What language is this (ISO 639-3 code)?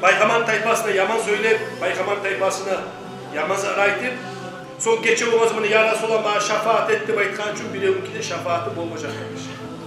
kum